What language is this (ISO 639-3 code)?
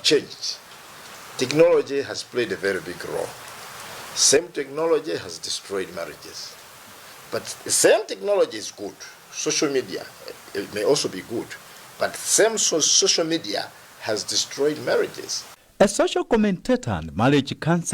eng